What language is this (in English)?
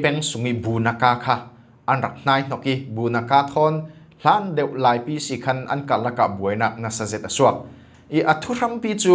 Falam Chin